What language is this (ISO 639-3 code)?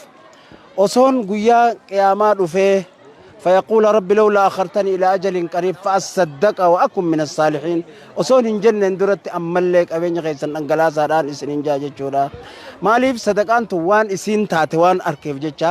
orm